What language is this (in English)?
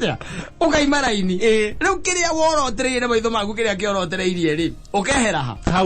Kikuyu